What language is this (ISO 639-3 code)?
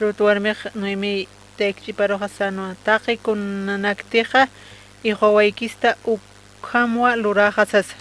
aym